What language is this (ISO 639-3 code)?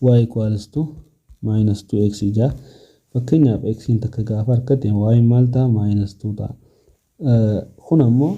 orm